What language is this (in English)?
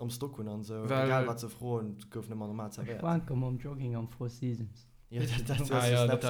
Luxembourgish